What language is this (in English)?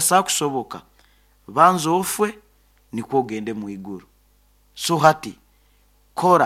Nyoro